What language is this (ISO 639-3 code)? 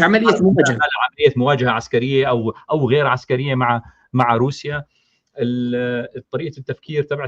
apc